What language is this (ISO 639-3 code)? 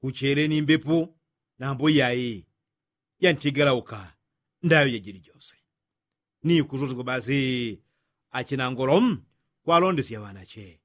yao